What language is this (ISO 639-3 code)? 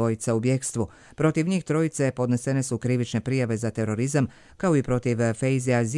hrv